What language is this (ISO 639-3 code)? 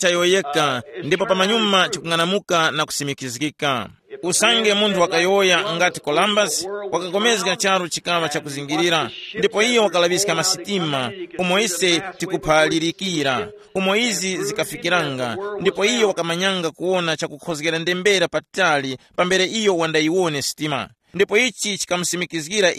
tum